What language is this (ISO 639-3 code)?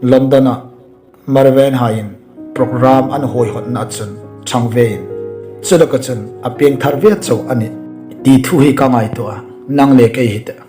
hmr